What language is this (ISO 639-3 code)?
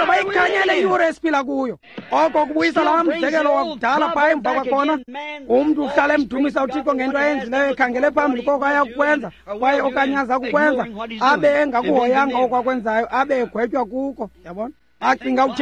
xho